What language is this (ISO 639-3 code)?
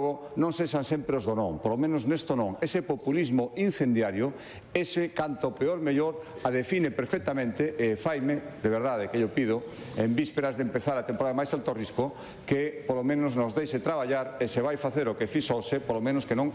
glg